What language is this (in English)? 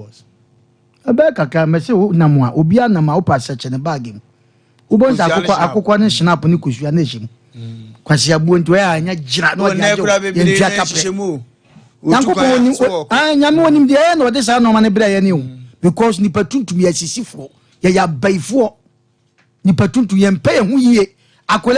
Akan